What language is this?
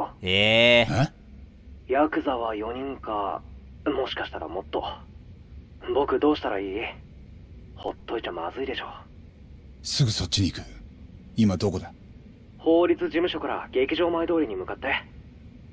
Japanese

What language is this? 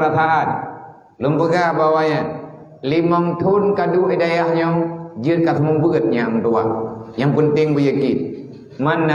Achinese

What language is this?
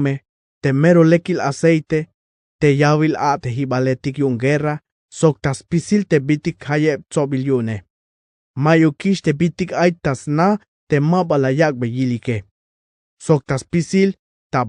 Tzeltal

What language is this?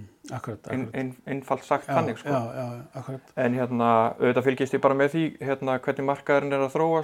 Icelandic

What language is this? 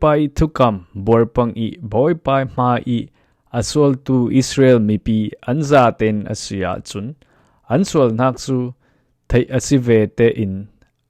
Falam Chin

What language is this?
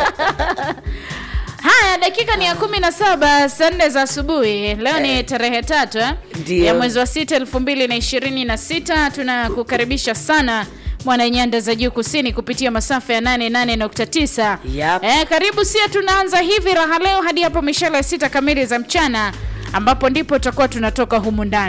Swahili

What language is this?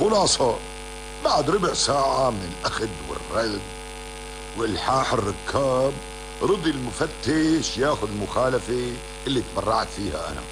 North Levantine Arabic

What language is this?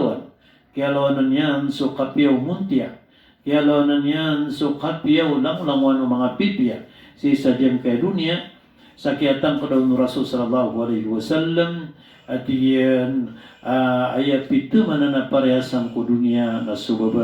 Maranao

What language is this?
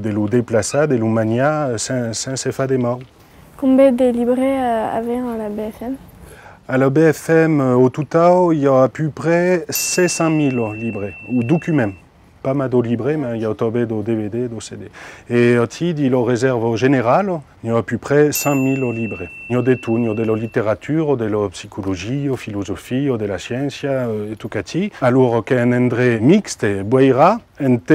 Occitan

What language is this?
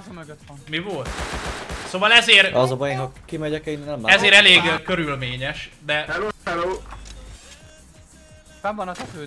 Hungarian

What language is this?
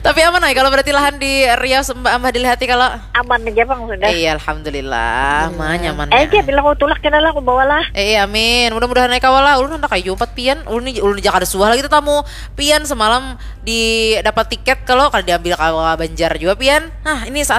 Banjar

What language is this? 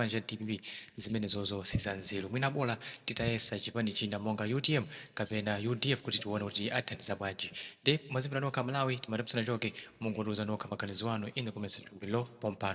Nyanja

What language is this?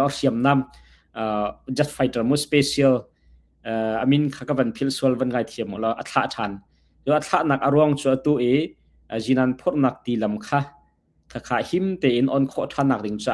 Hakha Chin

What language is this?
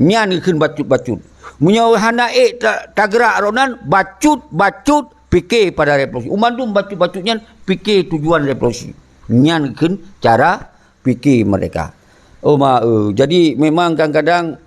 Achinese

